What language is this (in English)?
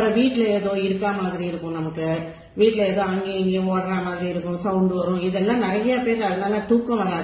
Tamil